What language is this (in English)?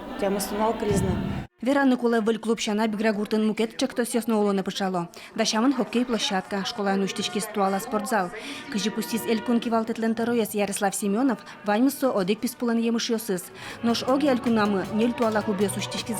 Udmurt